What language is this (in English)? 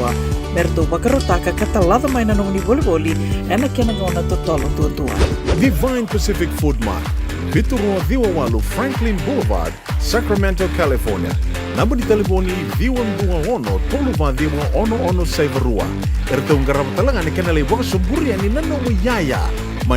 Fijian